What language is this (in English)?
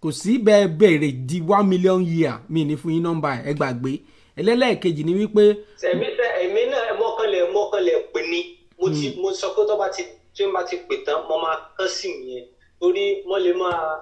Yoruba